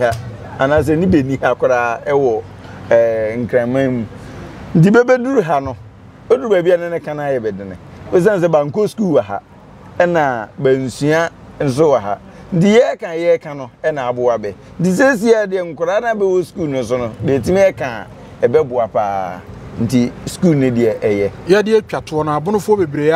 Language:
Akan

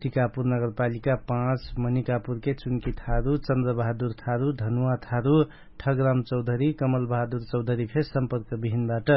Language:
Dangaura Tharu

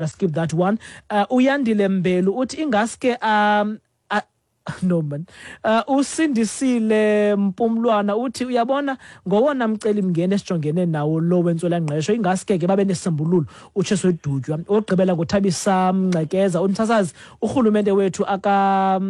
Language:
Xhosa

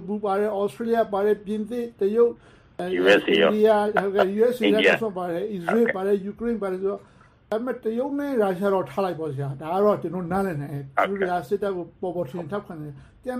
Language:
Burmese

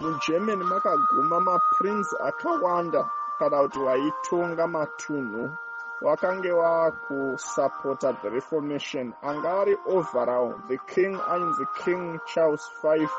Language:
Shona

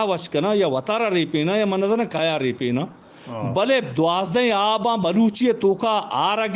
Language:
Eastern Balochi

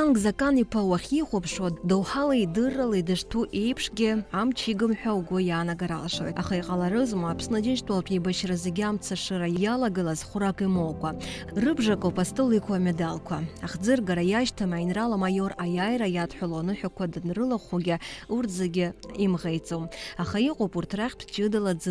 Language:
Abkhazian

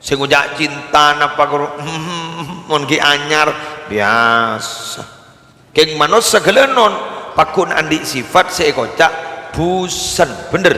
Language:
Madurese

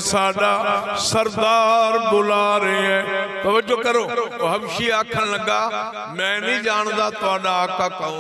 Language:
Saraiki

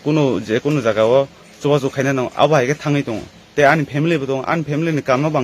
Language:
Kok Borok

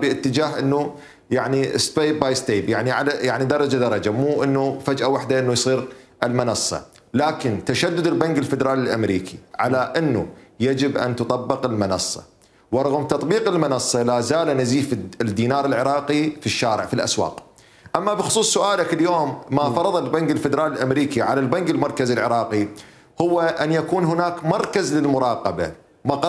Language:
Mesopotamian Arabic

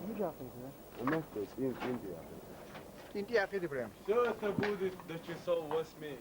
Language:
Chechen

